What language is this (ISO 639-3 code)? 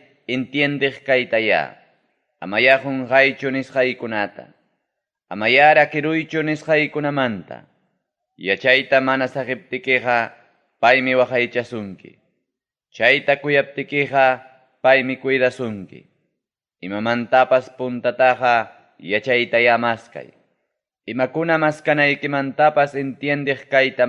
quy